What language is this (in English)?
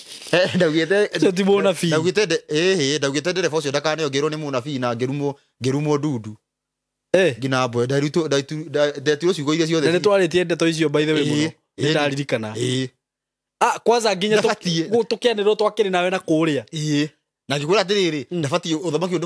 Kikuyu